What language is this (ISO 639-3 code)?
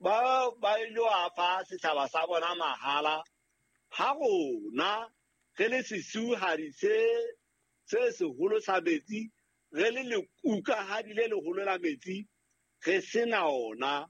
sot